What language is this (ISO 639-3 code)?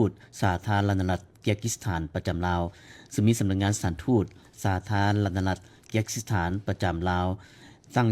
lao